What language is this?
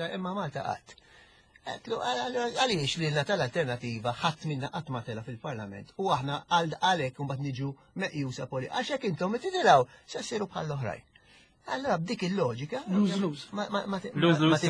Maltese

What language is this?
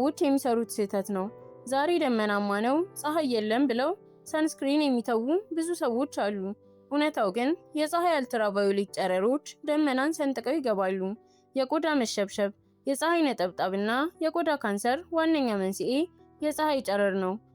Amharic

